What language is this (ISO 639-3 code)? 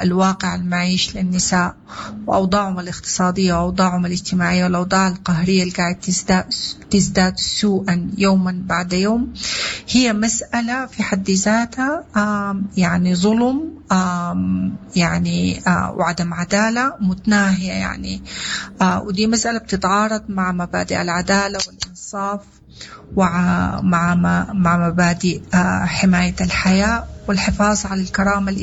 apd